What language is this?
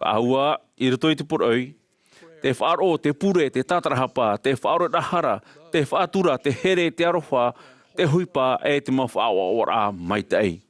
Tahitian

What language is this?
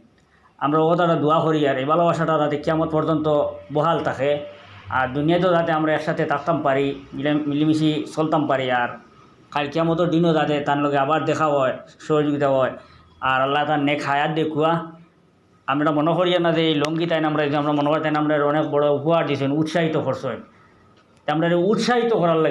Sylheti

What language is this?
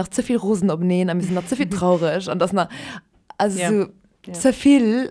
Luxembourgish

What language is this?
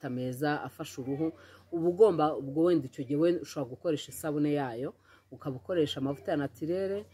Kinyarwanda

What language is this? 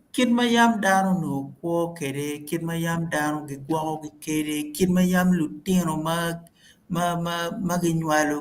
Acoli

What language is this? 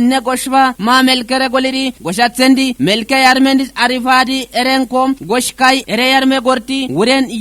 Kafa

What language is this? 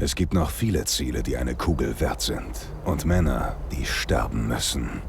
Bavarian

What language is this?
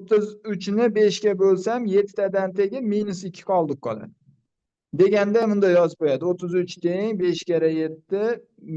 Uzbek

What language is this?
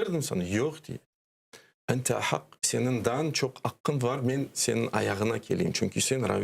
Crimean Tatar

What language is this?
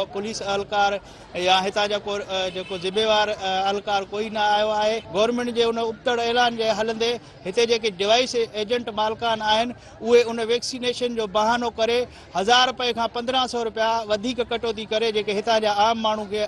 Sindhi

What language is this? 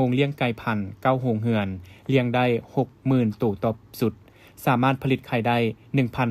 Lao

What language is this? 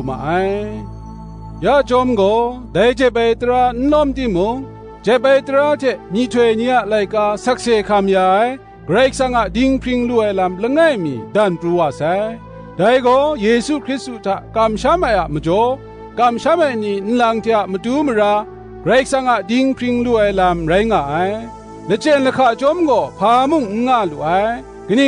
Kachin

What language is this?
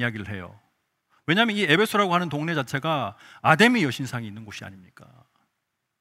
Korean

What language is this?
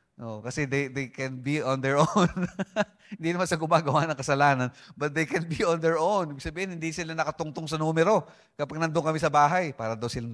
Filipino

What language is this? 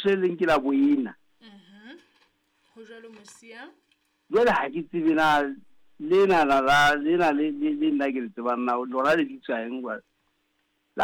Southern Sotho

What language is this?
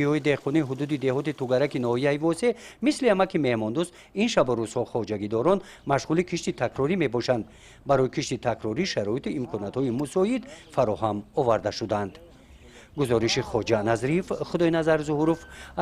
Tajik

